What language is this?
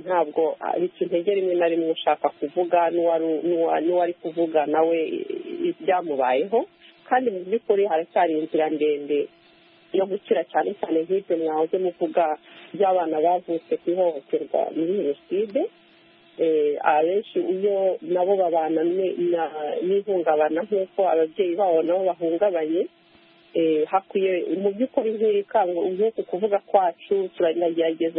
Kinyarwanda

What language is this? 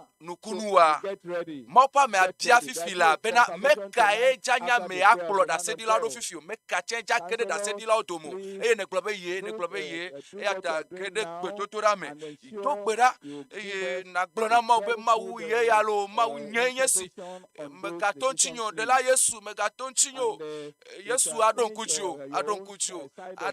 Ewe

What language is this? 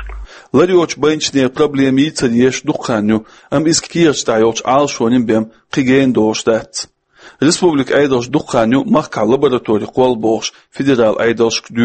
Chechen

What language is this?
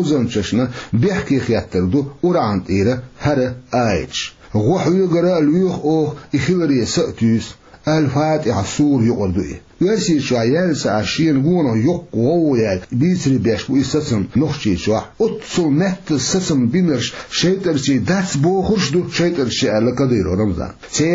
Chechen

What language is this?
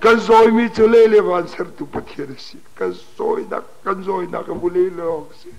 Hakha Chin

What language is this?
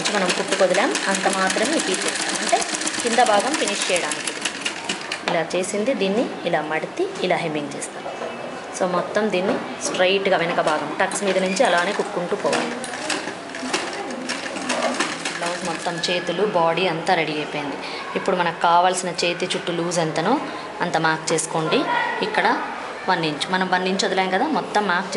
Telugu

